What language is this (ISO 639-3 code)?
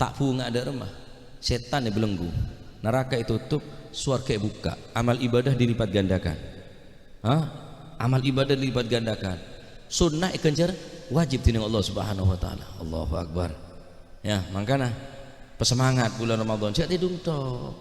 mad